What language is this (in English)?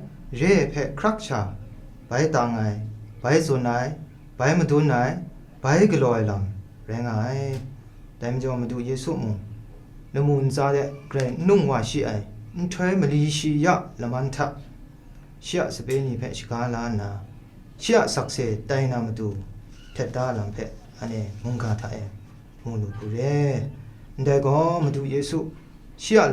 Kachin